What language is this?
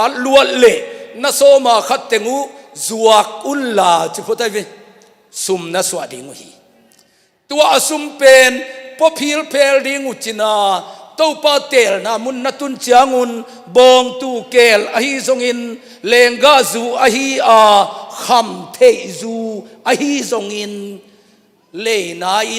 Tedim Chin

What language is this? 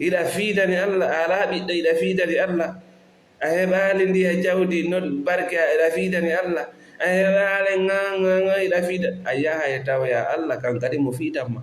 Fula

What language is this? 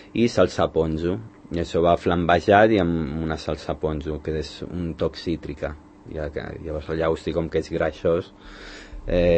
Catalan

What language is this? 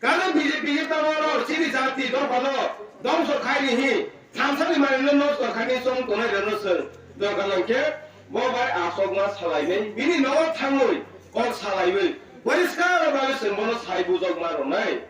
Kok Borok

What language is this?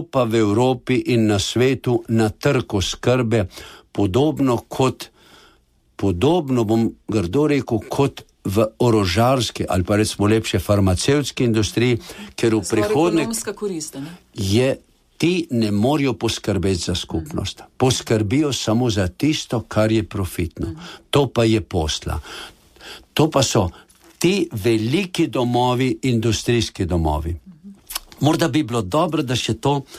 Slovenian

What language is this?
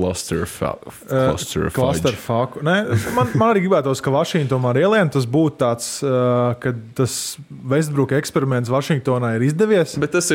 Latvian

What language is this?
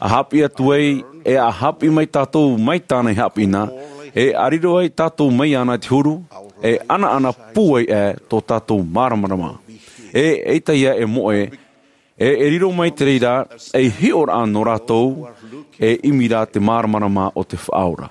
Tahitian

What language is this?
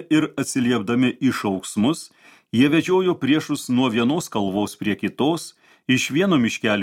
Lithuanian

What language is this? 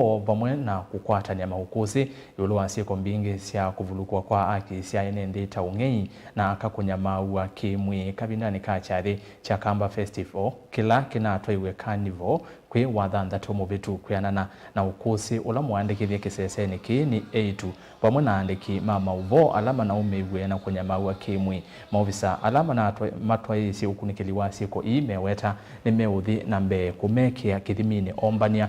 Kamba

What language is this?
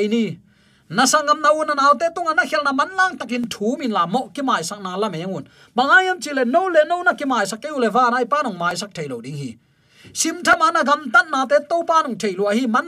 Tedim Chin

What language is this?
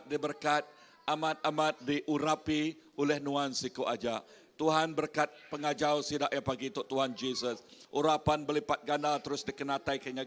Iban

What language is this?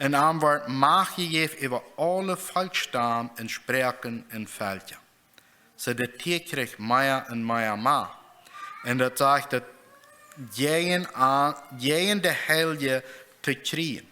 Plautdietsch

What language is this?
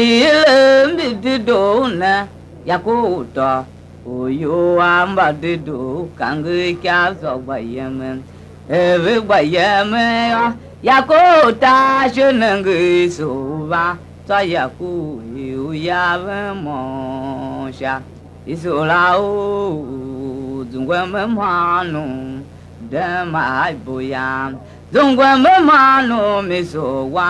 Tiv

